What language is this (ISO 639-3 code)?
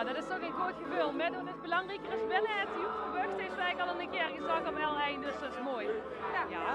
lim